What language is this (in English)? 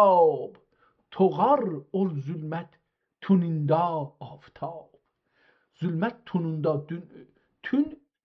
South Azerbaijani